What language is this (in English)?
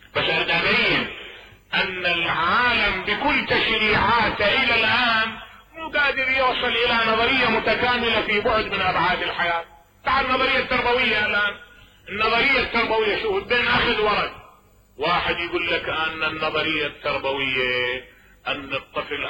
Mesopotamian Arabic